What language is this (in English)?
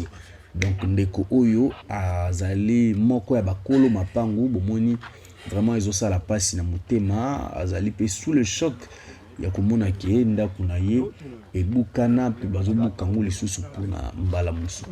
Lingala